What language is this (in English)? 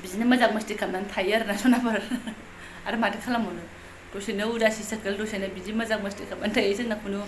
Bodo